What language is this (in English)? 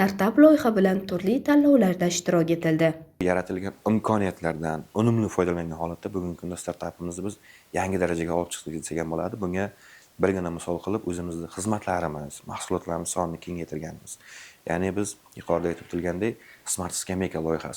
Uzbek